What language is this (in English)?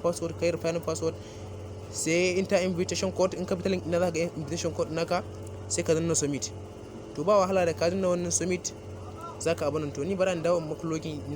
Hausa